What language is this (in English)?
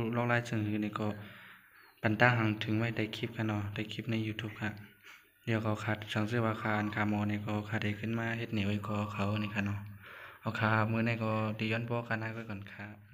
Shan